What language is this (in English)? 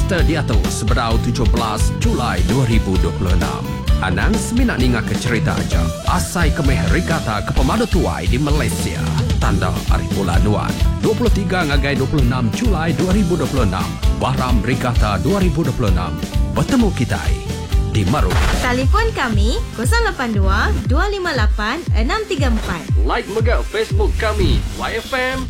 Iban